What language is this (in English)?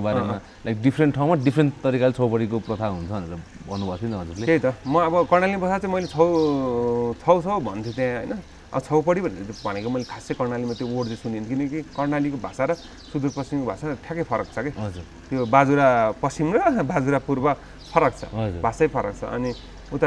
Nepali